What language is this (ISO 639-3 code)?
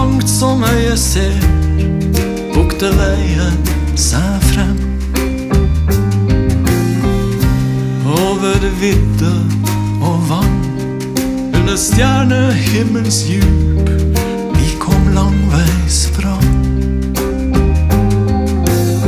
nor